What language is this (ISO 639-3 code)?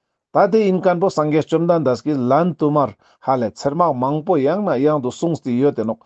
lbj